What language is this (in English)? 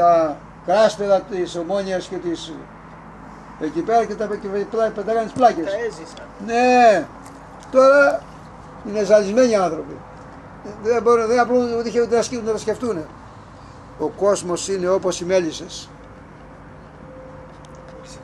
Greek